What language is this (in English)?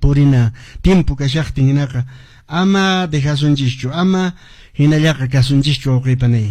Quechua